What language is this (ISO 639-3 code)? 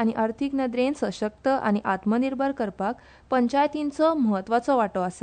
kok